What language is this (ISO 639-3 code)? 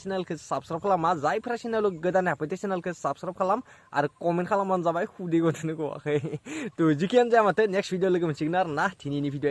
brx